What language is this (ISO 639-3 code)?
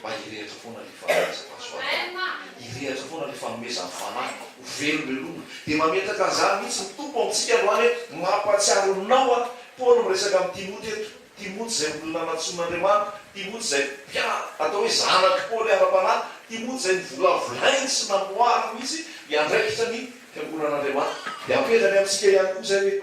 mlg